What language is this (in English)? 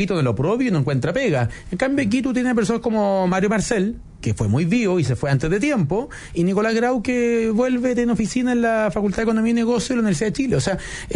Spanish